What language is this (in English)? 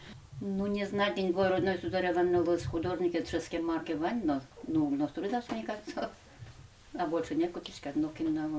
Udmurt